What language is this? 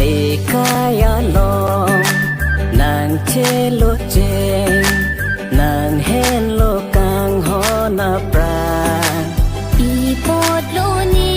Karbi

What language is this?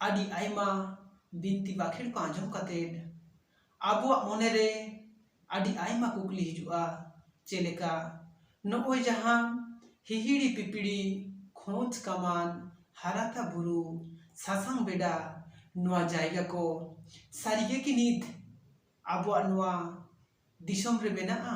Santali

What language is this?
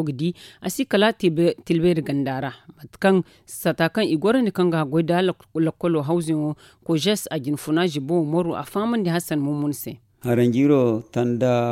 Zarma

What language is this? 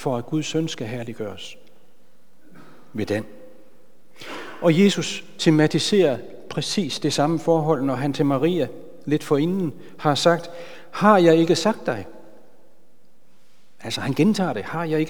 Danish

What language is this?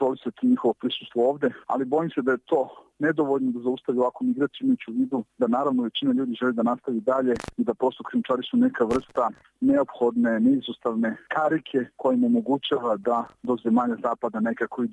Serbian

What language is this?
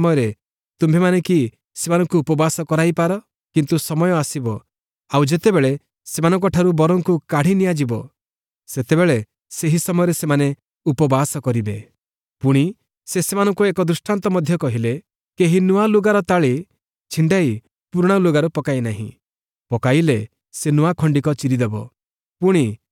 Odia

